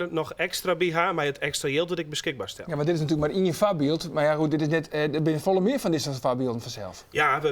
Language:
Western Frisian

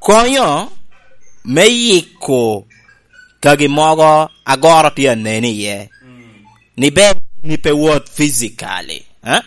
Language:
Lango (Uganda)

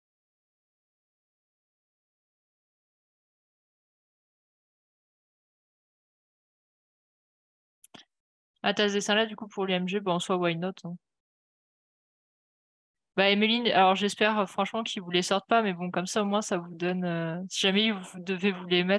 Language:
French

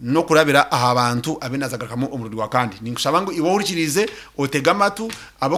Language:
Nyankole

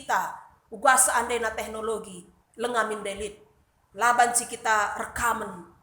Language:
Batak Karo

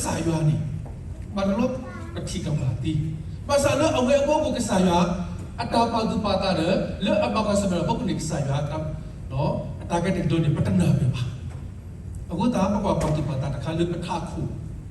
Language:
S'gaw Karen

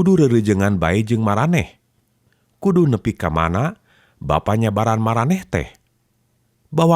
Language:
Sundanese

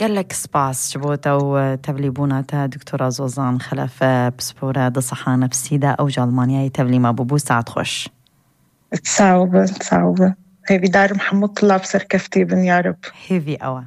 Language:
North Levantine Arabic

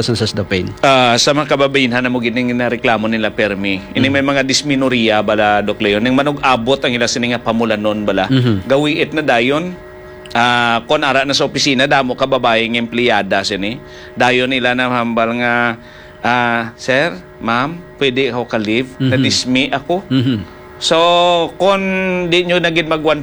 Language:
Hiligaynon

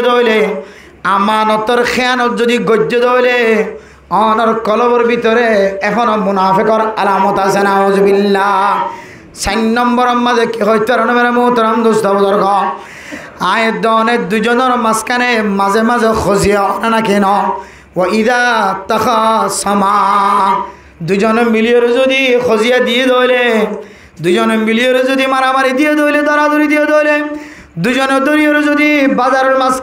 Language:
Rohingya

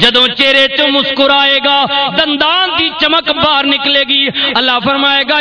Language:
Western Panjabi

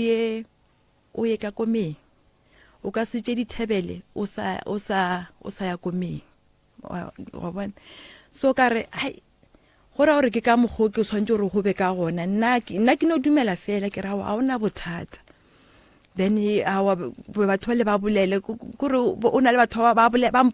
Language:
Northern Sotho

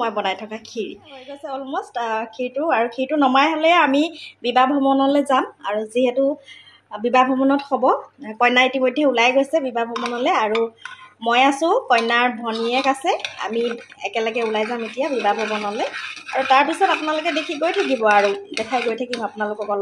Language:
Assamese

